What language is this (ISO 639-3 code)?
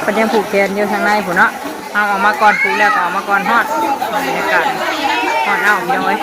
tts